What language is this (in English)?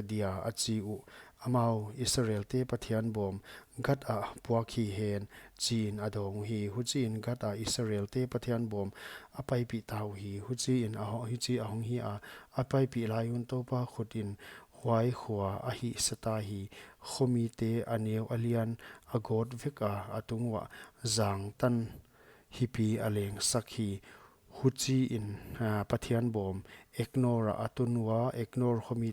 Paite Chin